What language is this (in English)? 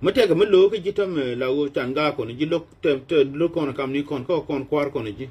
Nuer